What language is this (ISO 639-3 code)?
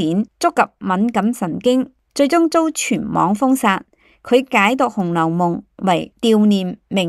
yue